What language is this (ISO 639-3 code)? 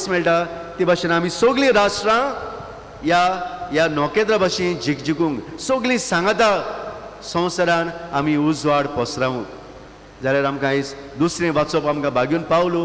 kok